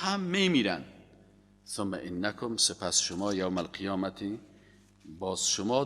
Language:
Persian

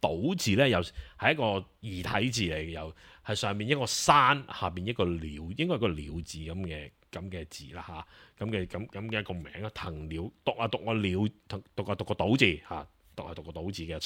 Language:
Cantonese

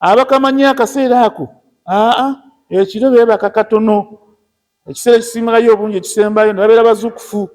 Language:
Ganda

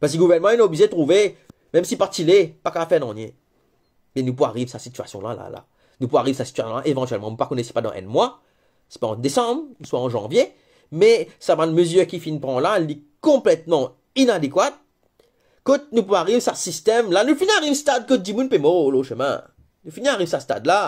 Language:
Morisyen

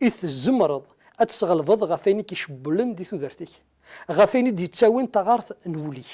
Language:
Kabyle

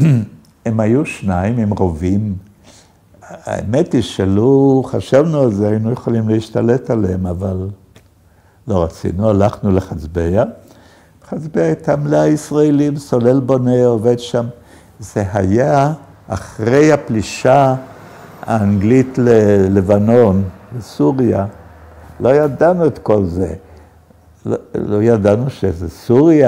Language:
Hebrew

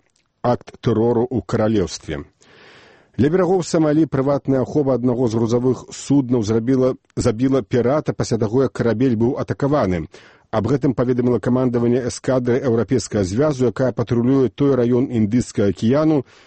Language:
Belarusian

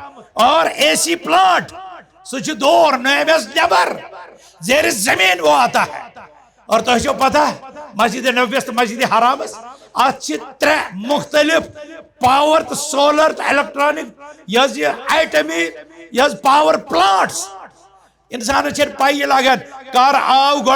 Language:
Kashmiri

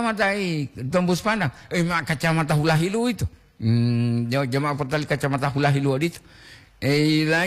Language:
Gorontalo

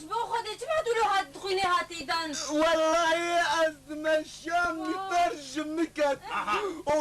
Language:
Kurdish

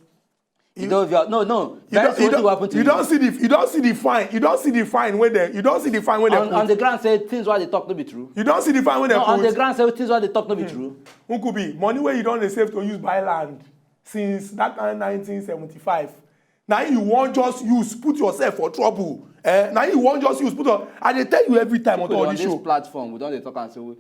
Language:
Nigerian Pidgin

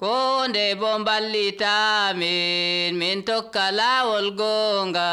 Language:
Nigerian Fulfulde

